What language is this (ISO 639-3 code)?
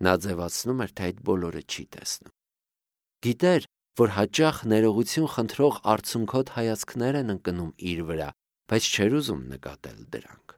hye